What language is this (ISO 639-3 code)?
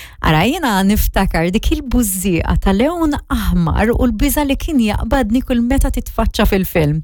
mlt